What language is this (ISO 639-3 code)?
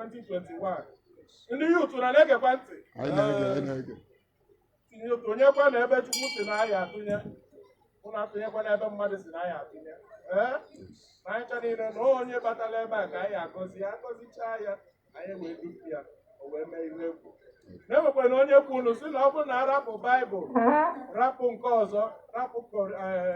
ibo